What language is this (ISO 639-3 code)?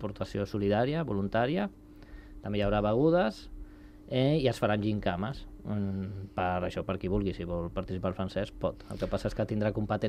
cat